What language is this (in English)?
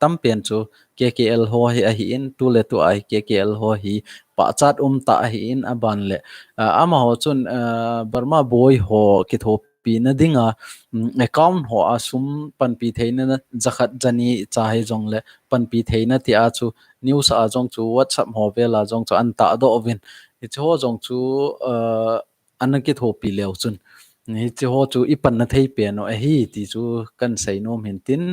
Thado Chin